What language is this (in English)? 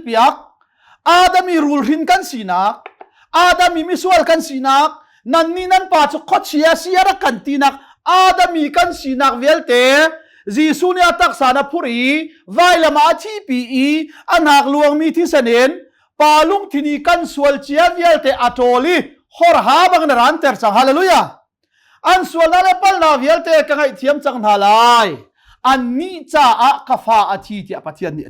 Hakha Chin